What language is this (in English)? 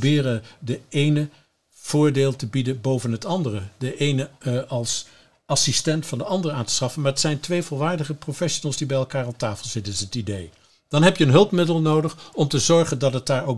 Dutch